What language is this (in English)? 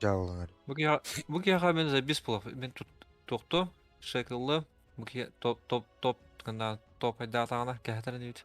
Yakut